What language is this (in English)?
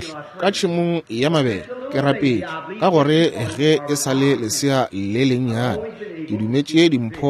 Northern Sotho